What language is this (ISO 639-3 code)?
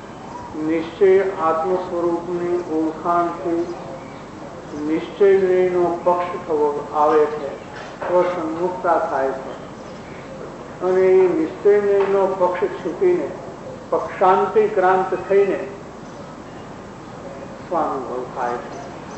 guj